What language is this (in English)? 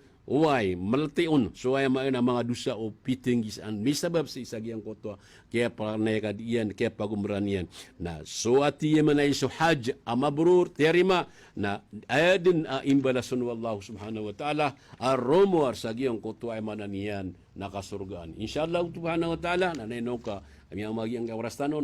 Maranao